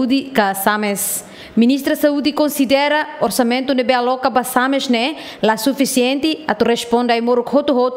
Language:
Tetum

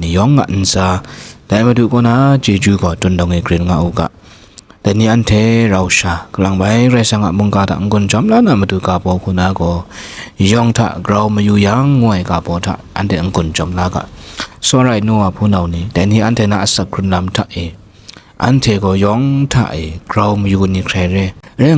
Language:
Kachin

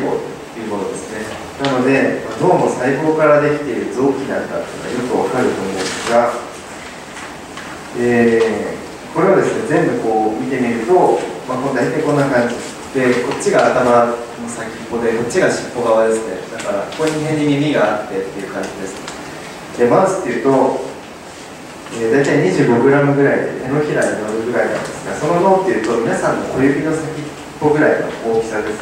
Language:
Japanese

